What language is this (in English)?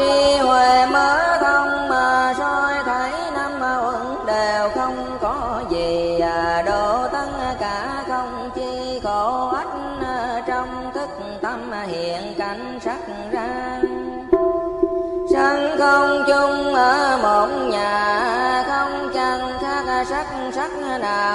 Vietnamese